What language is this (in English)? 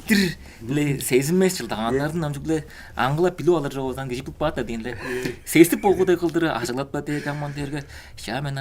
Tuvinian